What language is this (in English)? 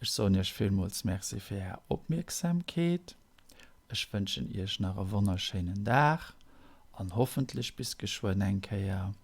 Luxembourgish